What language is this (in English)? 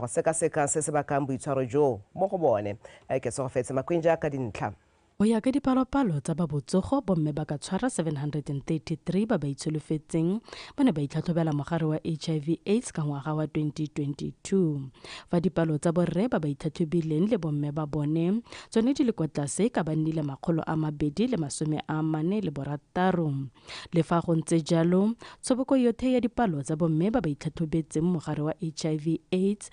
Tswana